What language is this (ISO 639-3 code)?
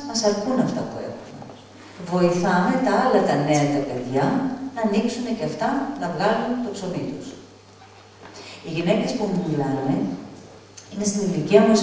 ell